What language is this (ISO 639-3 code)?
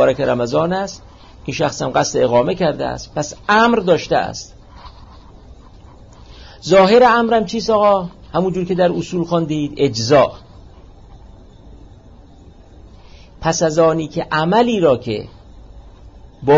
fas